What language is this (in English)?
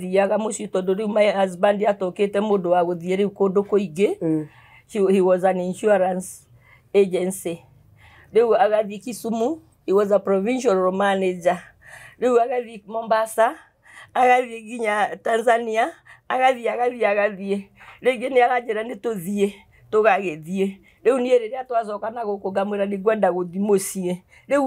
Kikuyu